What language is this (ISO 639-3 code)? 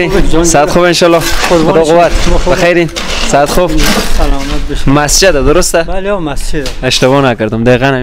fas